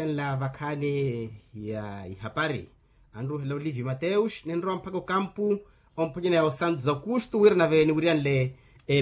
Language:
Makhuwa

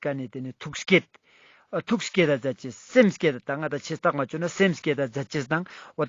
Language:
Ladakhi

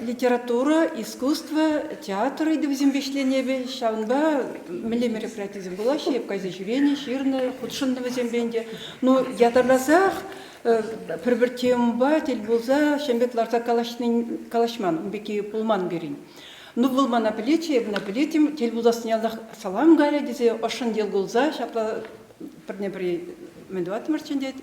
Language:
Chuvash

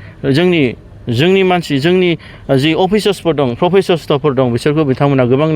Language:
Bodo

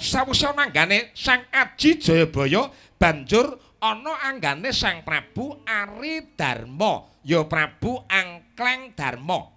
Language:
Javanese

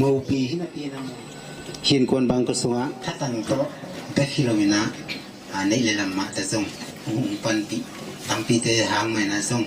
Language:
Tedim Chin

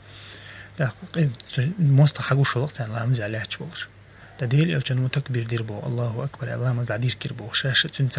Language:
Chechen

